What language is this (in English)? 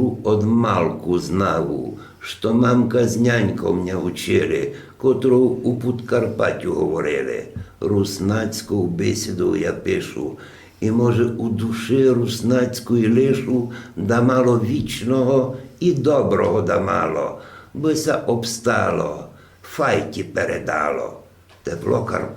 Rusyn